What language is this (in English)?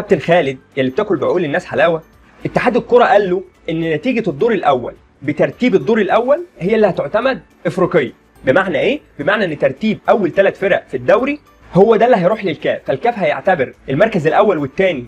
Egyptian Arabic